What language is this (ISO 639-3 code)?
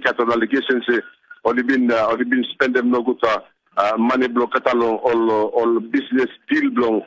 tpi